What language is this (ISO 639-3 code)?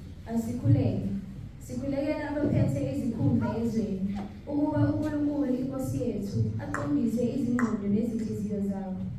zul